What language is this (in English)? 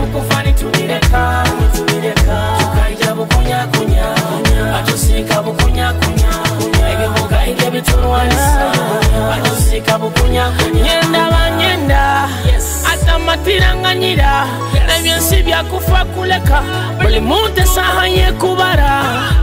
Nyoro